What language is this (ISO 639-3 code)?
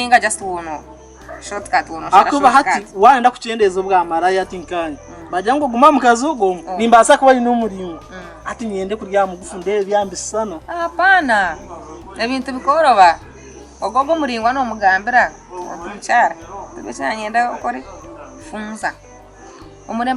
nyn